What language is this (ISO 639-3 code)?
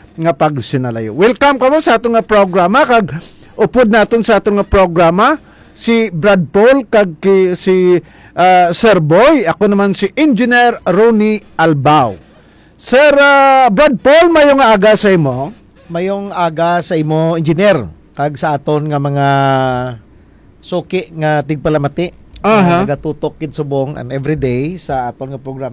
hil